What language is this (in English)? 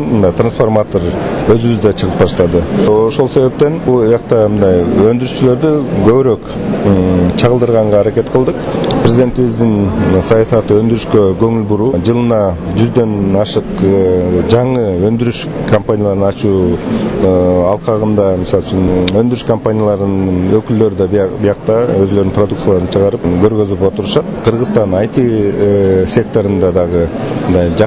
Kyrgyz